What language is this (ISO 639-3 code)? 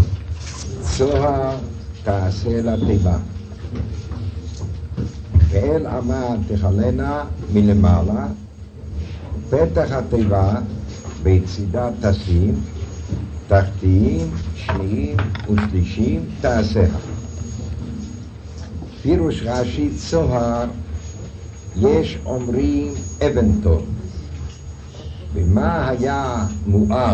heb